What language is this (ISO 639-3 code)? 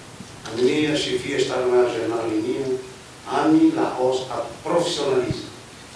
tet